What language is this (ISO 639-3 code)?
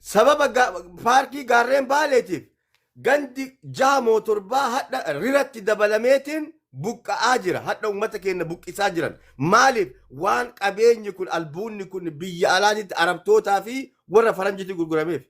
orm